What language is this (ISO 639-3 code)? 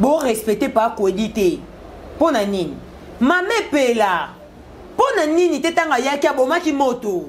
lin